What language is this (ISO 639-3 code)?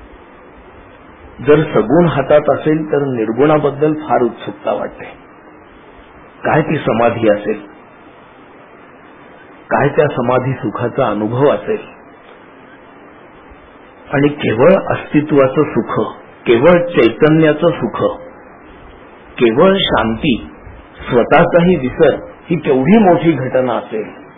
mar